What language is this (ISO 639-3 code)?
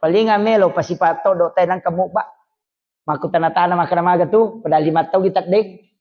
bug